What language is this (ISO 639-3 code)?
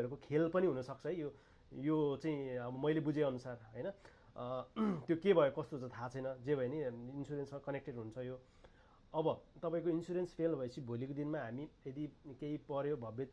nep